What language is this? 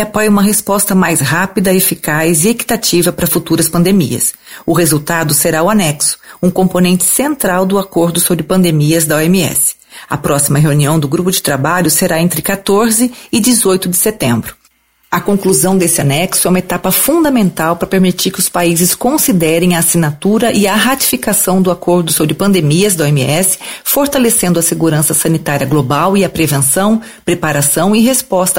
Portuguese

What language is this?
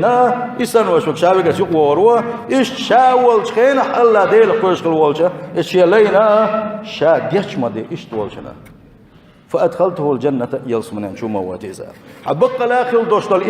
Chechen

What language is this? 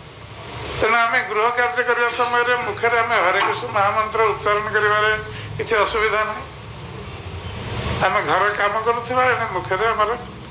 Odia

